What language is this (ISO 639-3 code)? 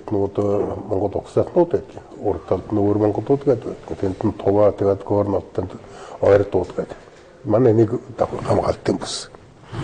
mon